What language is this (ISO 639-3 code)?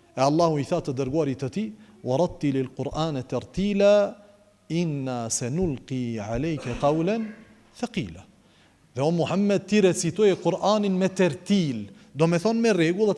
sqi